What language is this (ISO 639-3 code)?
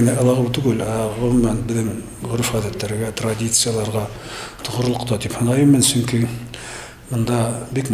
bak